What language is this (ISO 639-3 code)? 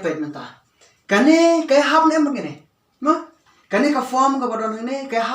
kha